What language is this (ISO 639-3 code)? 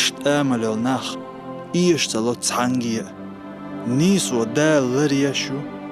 che